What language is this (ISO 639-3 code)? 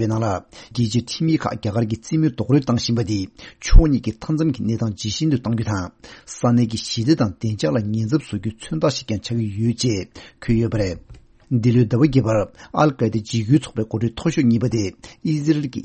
bod